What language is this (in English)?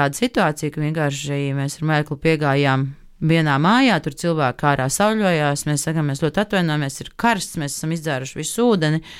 Latvian